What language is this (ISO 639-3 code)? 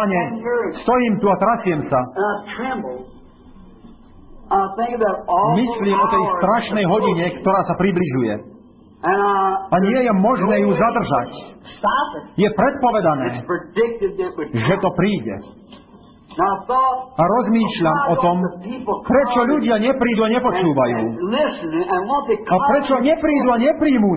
slk